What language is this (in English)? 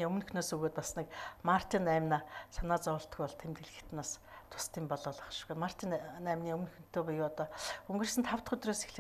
Mongolian